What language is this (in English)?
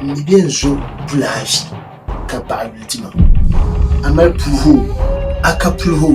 Dagbani